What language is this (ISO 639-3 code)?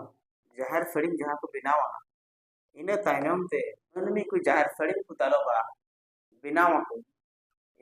sat